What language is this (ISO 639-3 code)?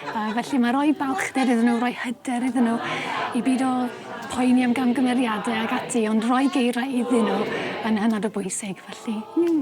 cym